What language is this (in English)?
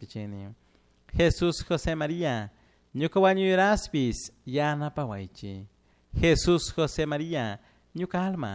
Chimborazo Highland Quichua